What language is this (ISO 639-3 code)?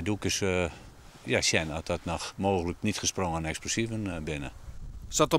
fry